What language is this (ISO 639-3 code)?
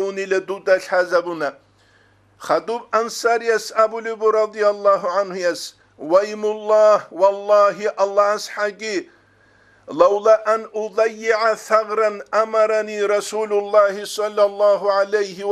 ava